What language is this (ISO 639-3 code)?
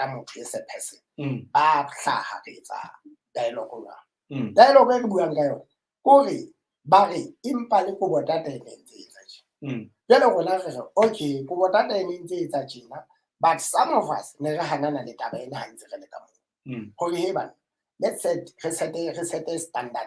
sot